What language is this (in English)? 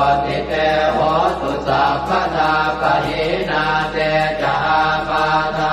Pali